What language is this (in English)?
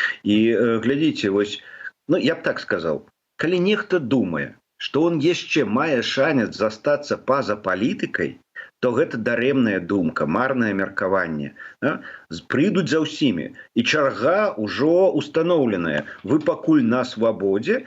Belarusian